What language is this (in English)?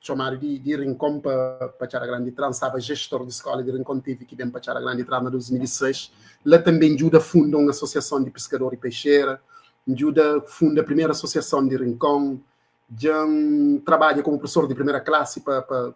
Kabuverdianu